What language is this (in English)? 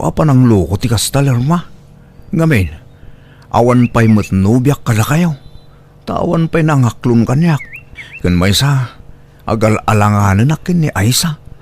Iloko